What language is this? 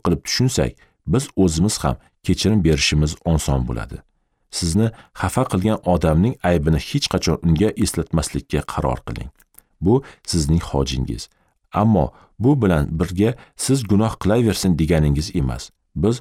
Uzbek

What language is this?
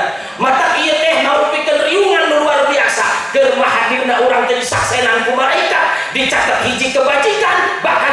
Sundanese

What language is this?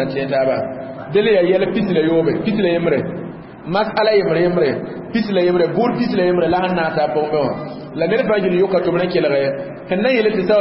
Mossi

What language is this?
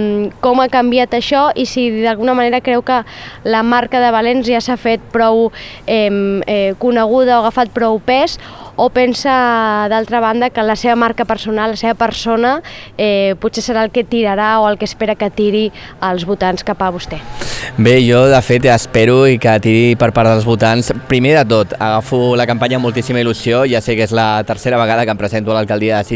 Catalan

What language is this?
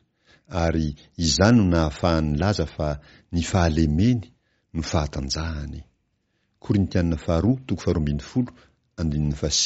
Malagasy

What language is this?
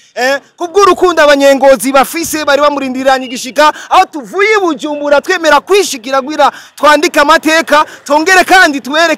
Rundi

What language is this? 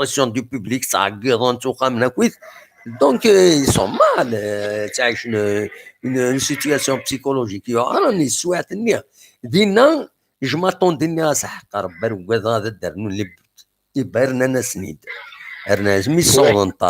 Kabyle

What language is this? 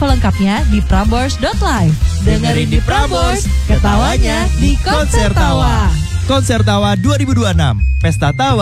Indonesian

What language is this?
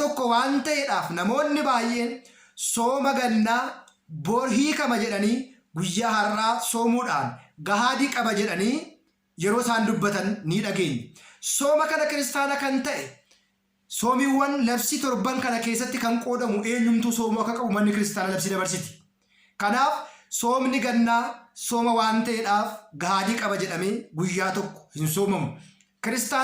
Oromo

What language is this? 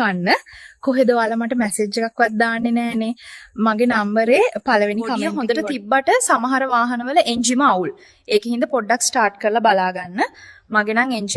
Sinhala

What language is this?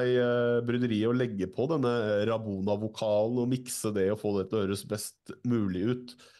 Norwegian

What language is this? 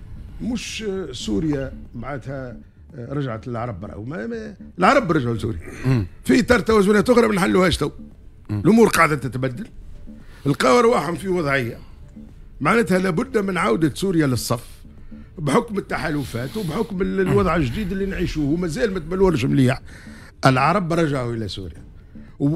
Tunisian Arabic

